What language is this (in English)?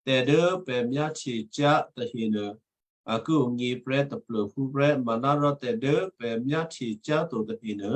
Western Kayah